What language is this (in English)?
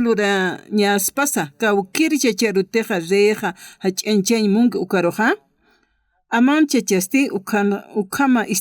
Aymara